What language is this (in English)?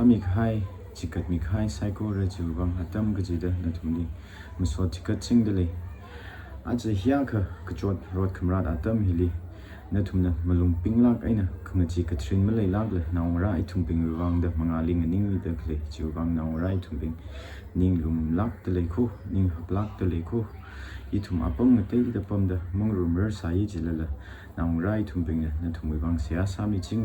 Tangkhul Naga (India)